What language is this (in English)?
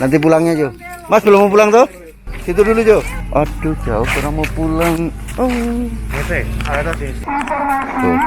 Manado Malay